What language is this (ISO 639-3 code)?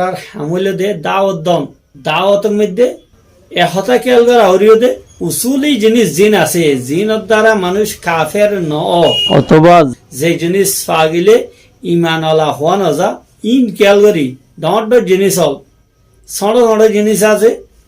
rhg